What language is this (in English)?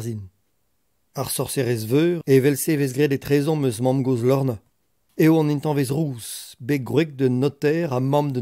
Breton